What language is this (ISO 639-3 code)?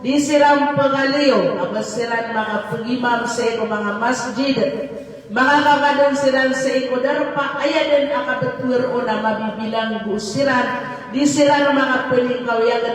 mrw